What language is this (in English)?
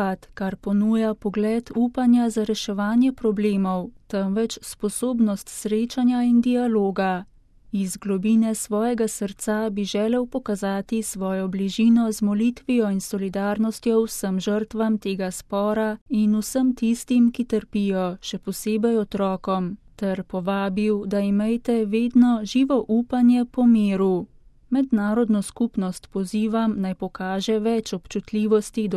Slovenian